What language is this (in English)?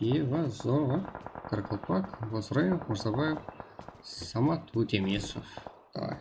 Kara-Kalpak